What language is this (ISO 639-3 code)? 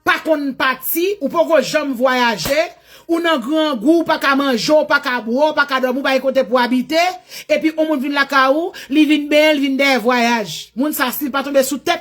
hat